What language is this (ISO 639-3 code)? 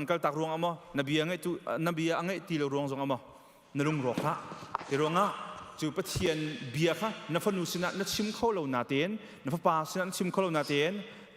cnh